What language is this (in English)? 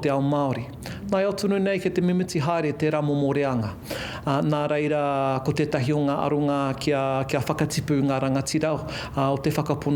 Māori